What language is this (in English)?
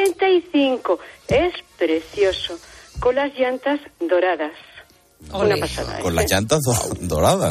Spanish